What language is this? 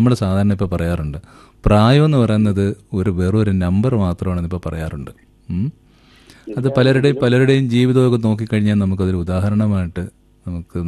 Malayalam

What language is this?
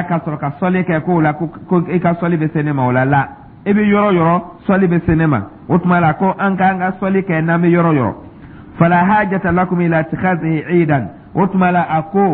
Dyula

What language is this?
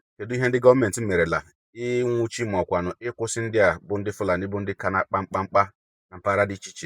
Igbo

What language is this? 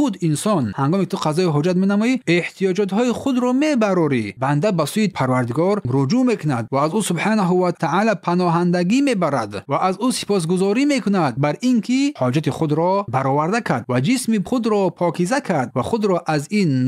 Tajik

